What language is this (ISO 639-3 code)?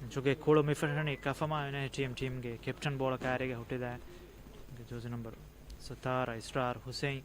div